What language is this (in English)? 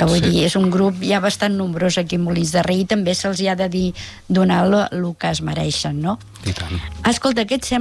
Catalan